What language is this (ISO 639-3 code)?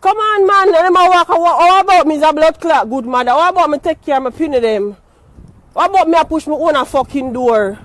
jam